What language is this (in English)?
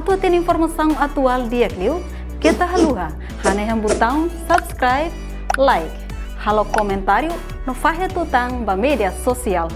Tetum